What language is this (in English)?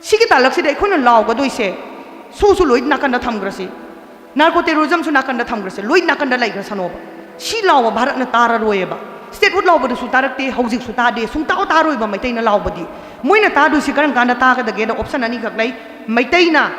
Manipuri